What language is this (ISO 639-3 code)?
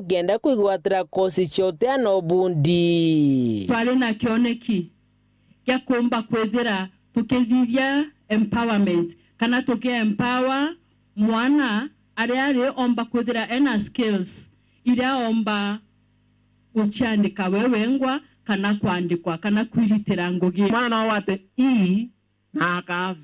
mer